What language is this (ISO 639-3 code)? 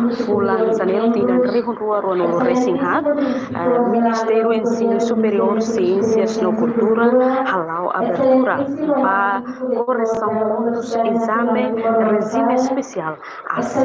tet